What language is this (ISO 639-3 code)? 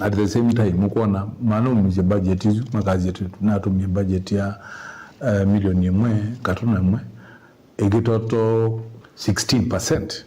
kam